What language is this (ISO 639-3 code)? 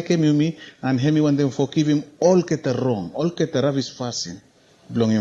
bis